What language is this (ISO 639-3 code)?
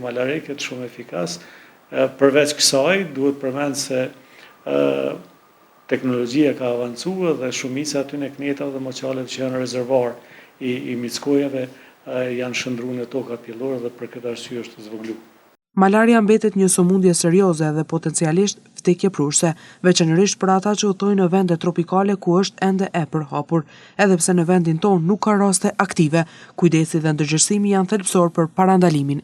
sqi